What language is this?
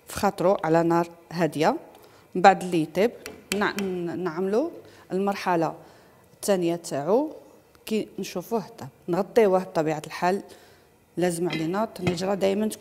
Algerian Arabic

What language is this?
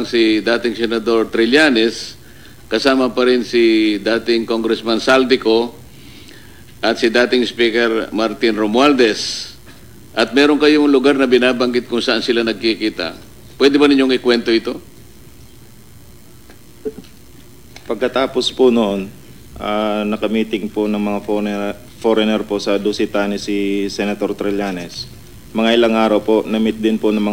Filipino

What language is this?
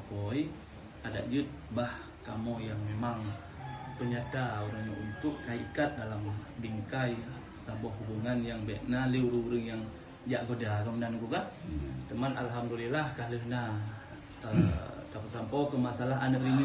Achinese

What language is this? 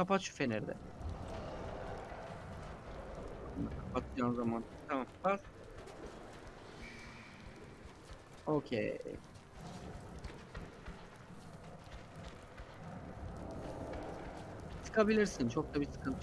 Turkish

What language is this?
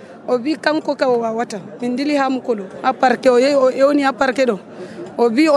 Nigerian Fulfulde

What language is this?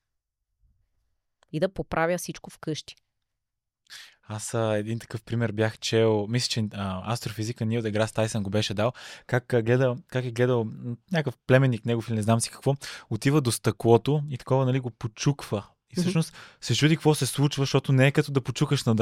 Bulgarian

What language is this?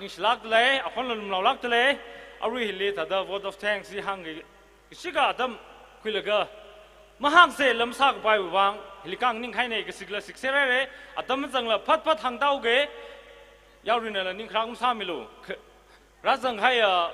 Tangkhul Naga (India)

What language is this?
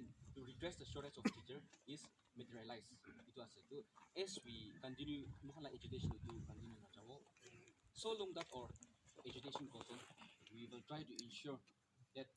Naga Pidgin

